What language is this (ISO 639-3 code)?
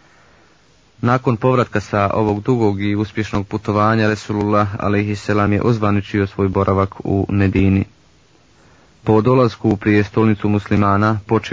bos